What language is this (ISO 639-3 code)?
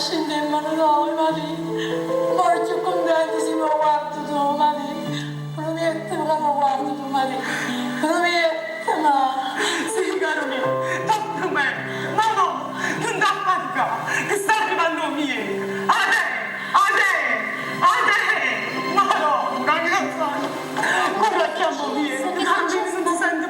nap